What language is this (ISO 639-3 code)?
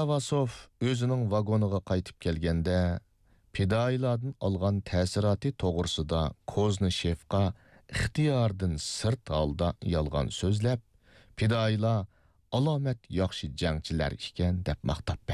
uig